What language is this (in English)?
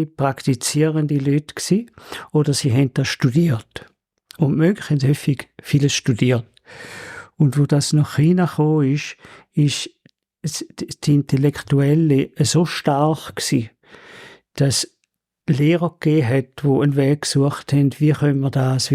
Swiss German